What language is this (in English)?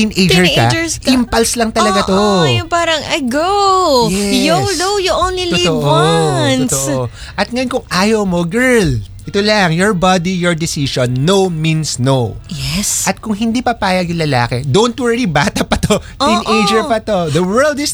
Filipino